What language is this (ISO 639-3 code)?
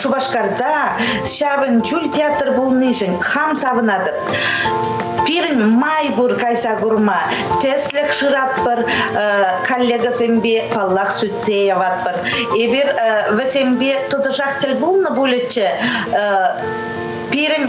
chv